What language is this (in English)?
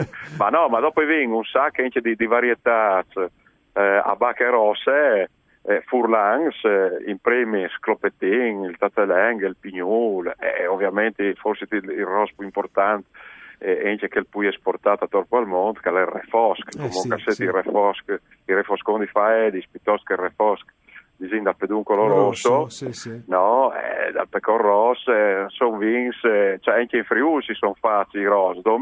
Friulian